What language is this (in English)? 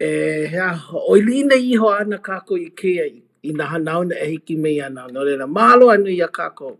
Hawaiian